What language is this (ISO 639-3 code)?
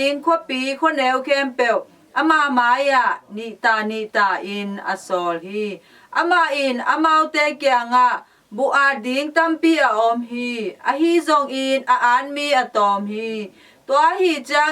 ctd